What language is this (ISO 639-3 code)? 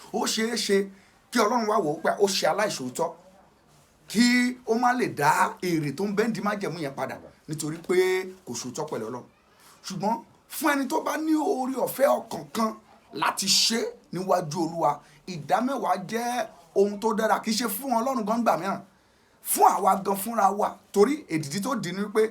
yor